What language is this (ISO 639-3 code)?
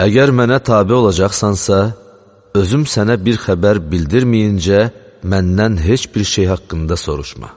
aze